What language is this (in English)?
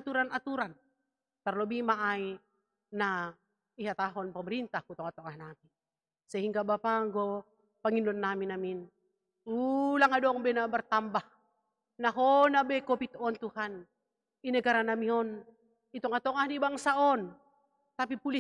Batak Simalungun